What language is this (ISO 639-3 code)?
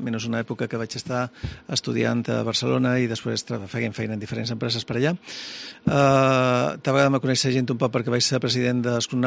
cat